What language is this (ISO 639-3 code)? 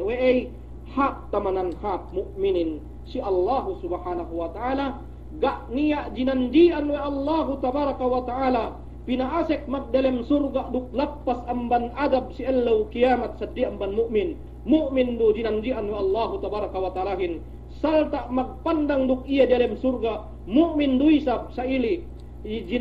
yka